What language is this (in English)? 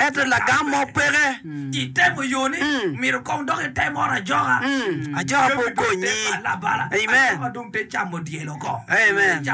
Acoli